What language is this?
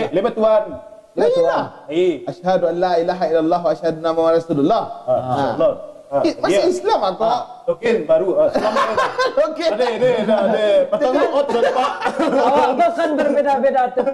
Minangkabau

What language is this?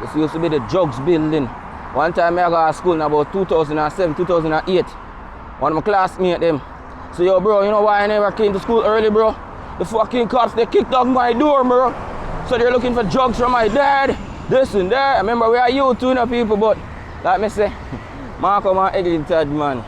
Jamaican Creole English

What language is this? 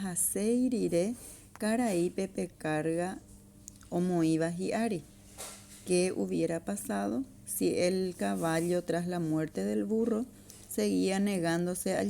Guarani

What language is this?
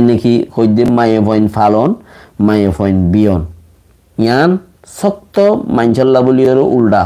Rohingya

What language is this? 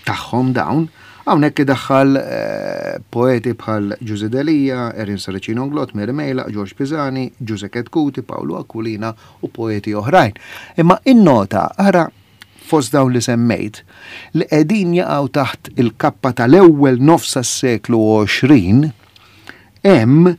Maltese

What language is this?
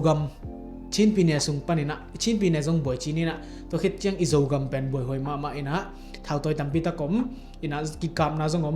Tedim Chin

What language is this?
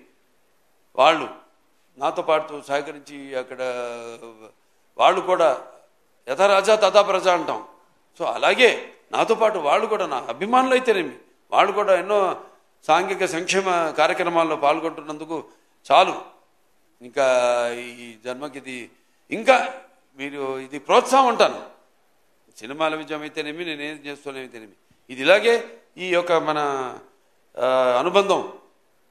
Telugu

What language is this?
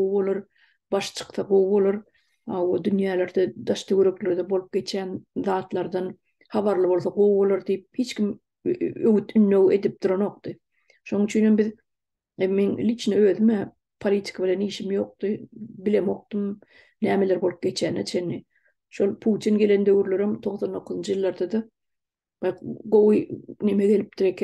Turkmen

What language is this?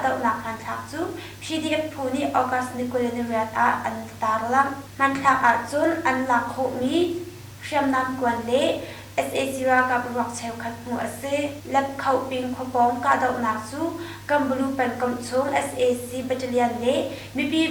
Hakha Chin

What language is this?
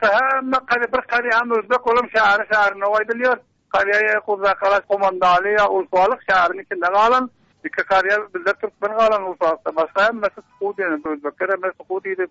Turkmen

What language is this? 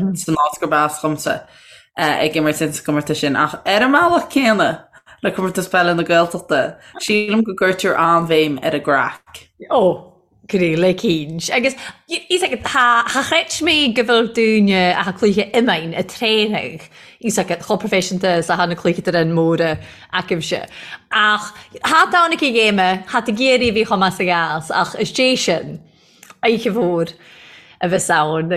Irish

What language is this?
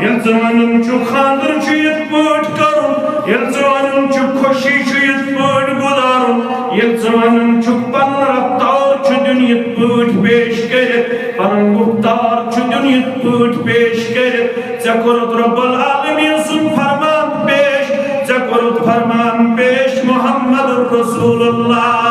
Kashmiri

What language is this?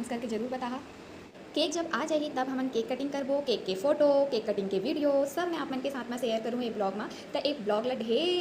Chhattisgarhi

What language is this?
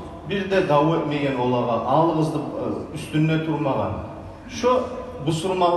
Kumyk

